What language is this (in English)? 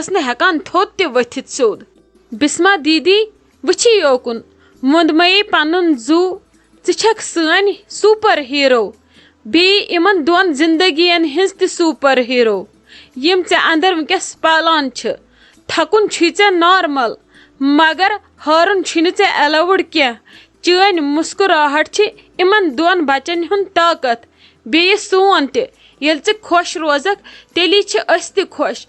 Kashmiri